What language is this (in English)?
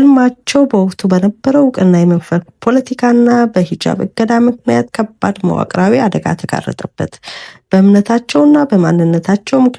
Amharic